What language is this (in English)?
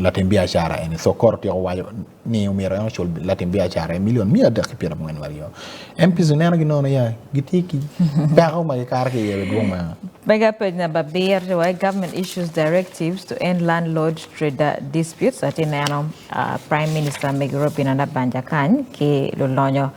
Acoli